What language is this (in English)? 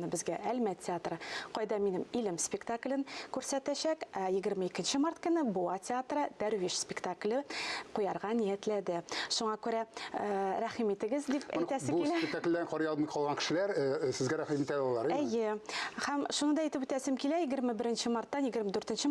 Tatar